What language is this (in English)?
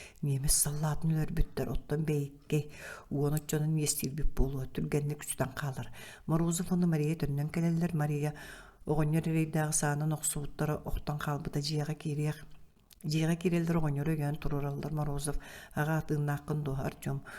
Yakut